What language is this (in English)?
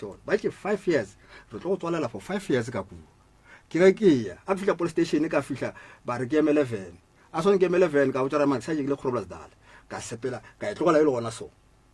Northern Sotho